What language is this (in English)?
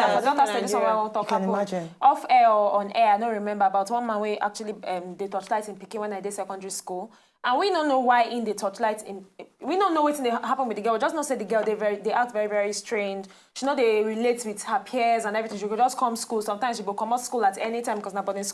Nigerian Pidgin